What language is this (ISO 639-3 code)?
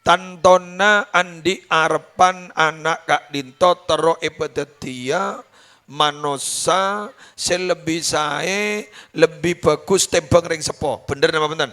mad